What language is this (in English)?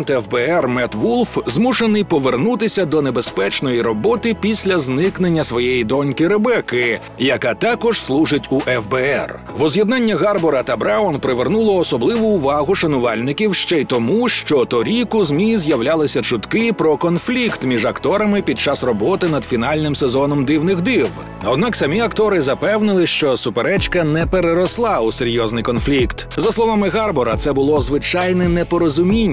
Ukrainian